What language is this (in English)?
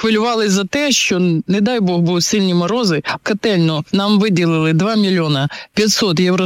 Ukrainian